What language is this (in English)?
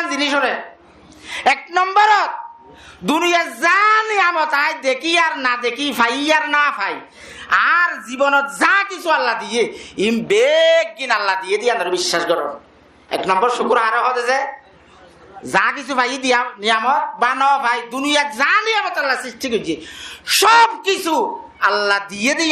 Rohingya